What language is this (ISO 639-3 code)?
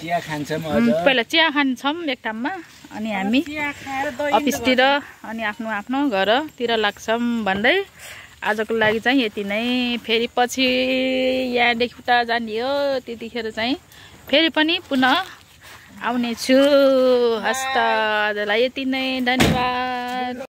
nep